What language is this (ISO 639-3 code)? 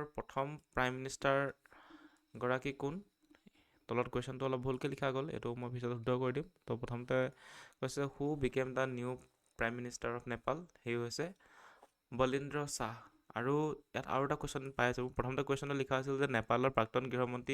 asm